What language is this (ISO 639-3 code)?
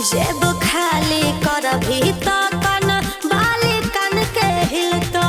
mag